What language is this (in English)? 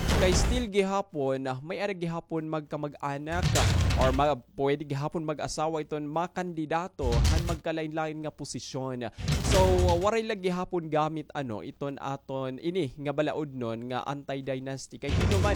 Waray